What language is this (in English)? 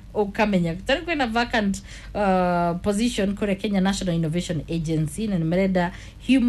Kikuyu